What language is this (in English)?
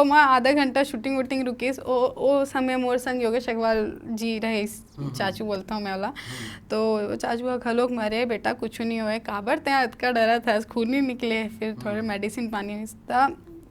Chhattisgarhi